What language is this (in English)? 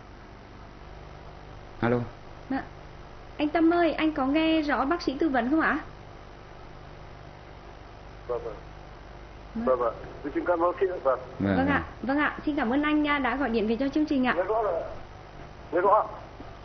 Vietnamese